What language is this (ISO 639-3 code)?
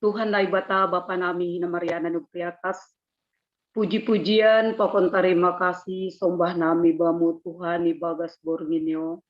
bts